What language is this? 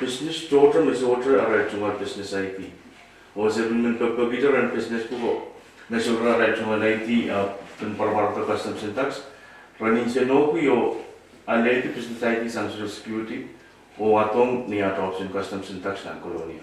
Pohnpeian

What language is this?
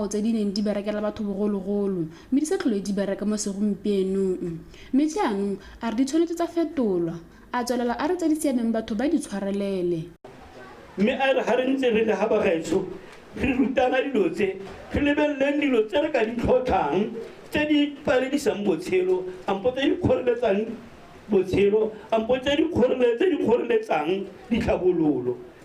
Tswana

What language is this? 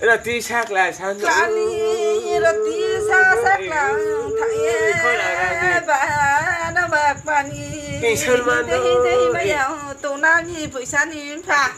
Riang (India)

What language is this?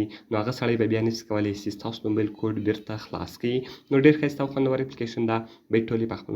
Pashto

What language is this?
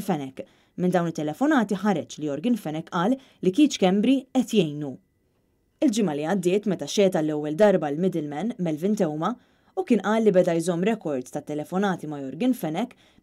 Maltese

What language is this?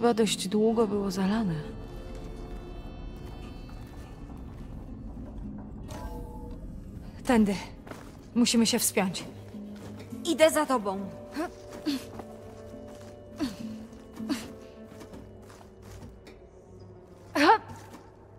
Polish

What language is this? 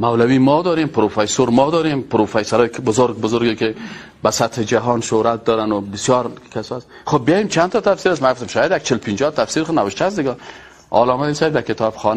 Persian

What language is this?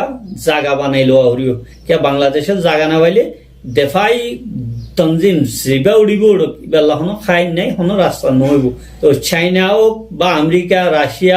Rohingya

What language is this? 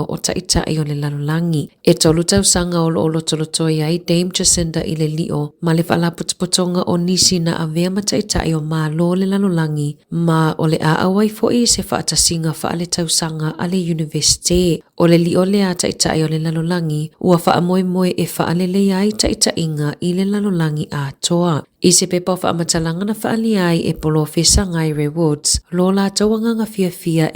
Samoan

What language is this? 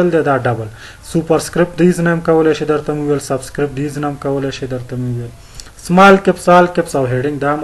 Pashto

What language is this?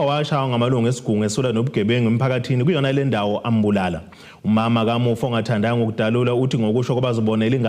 Zulu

